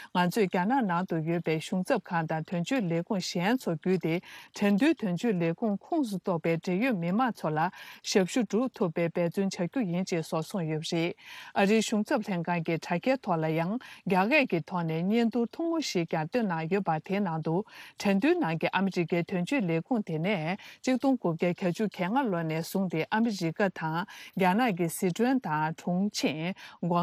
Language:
Tibetan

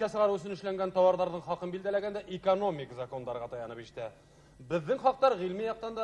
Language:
Bashkir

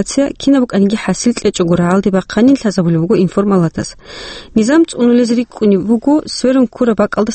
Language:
Avaric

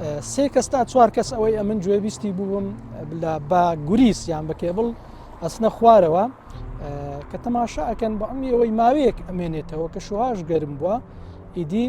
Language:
Central Kurdish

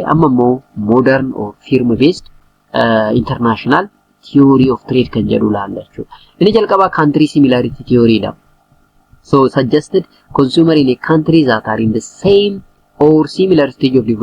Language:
Oromo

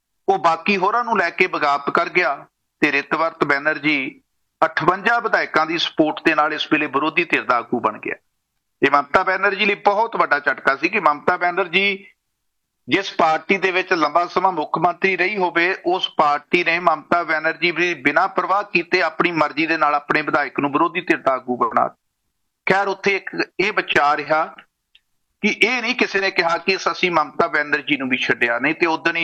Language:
Punjabi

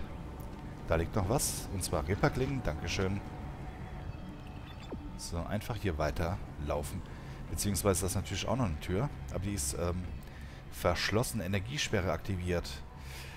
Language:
German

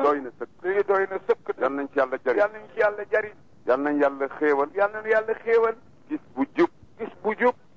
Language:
Wolof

